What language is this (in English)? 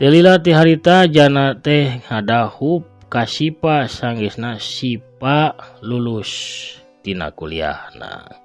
Sundanese